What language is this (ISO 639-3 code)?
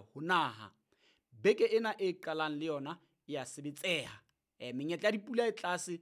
sot